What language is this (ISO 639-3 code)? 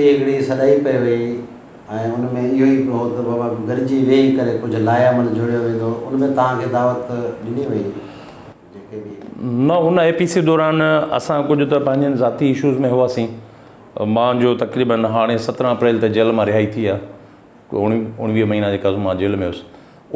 snd